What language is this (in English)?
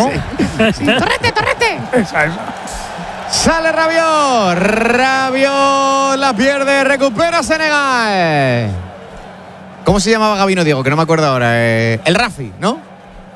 Spanish